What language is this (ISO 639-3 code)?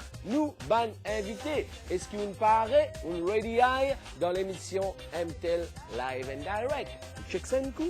mfe